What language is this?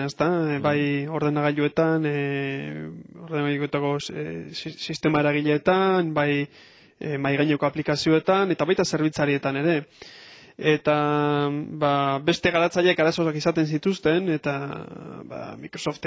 Basque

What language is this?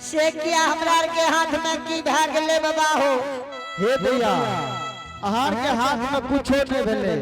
Angika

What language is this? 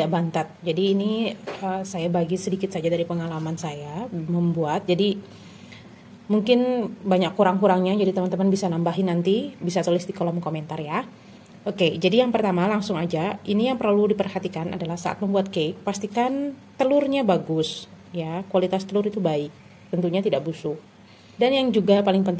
Indonesian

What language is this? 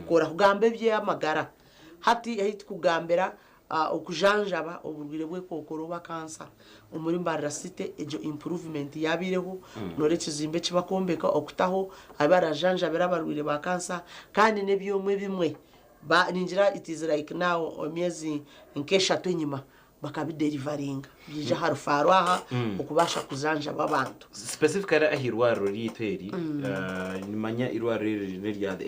Nyankole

